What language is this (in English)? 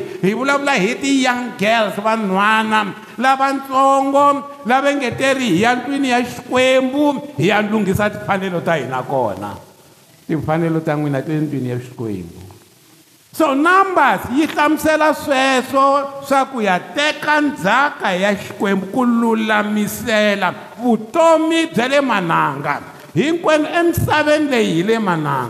Tsonga